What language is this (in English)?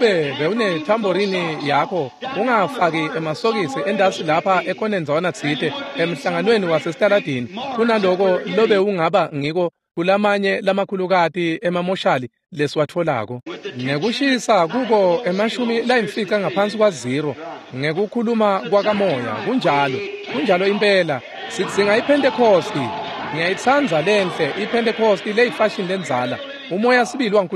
Swati